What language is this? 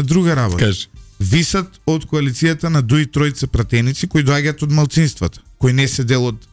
Macedonian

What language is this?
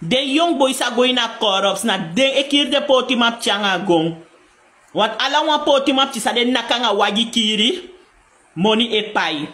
Sranan Tongo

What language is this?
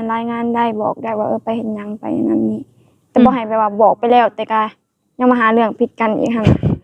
Lao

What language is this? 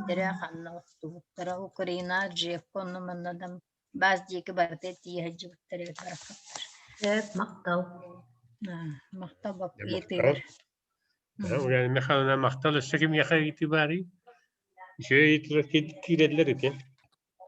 Yakut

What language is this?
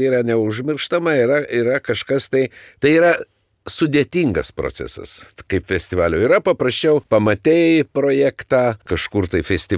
Lithuanian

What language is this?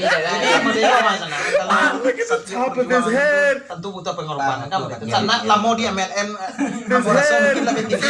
Minangkabau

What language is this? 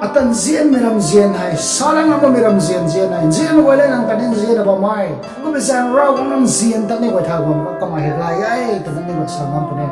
Rongmei Naga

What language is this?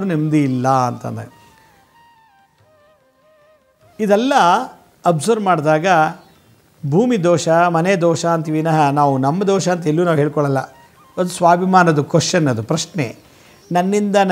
Kannada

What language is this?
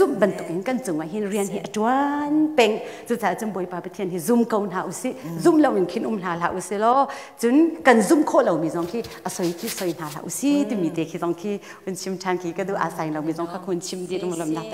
Hakha Chin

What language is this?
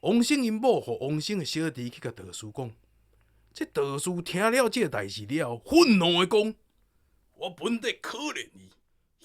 Min Nan Chinese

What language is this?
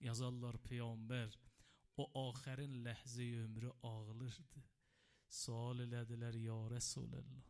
Azerbaijani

